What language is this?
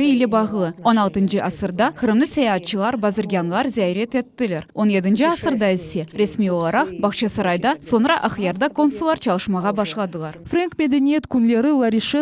Crimean Tatar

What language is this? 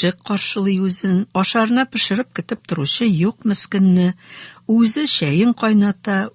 Tatar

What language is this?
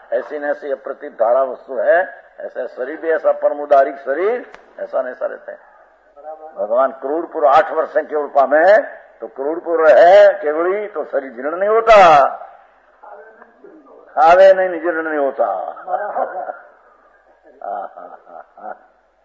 Hindi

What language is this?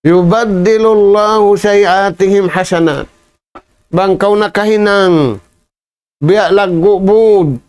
Tausug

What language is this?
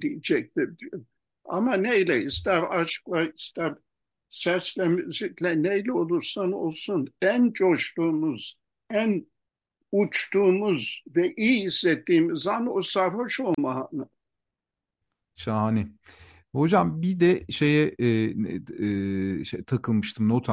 Turkish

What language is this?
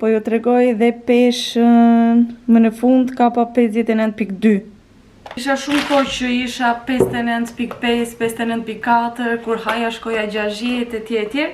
Albanian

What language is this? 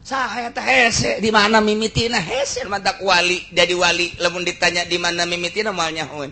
Sundanese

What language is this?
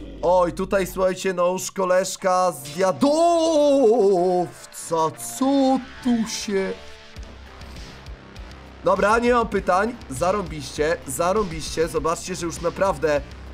Polish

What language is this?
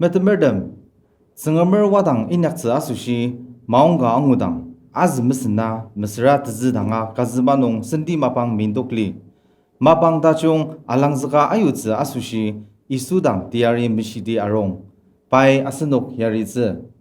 Ao Naga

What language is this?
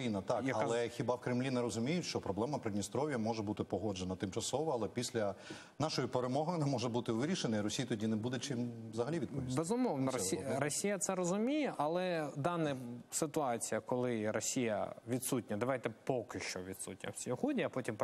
Ukrainian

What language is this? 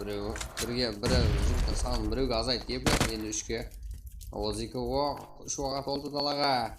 Kara-Kalpak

